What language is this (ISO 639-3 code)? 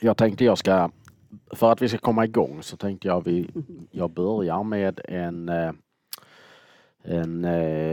swe